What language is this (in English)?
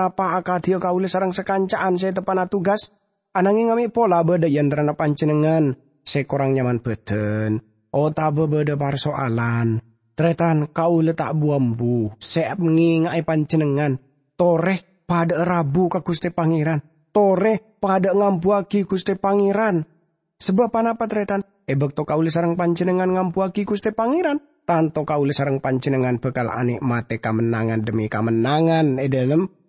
Madurese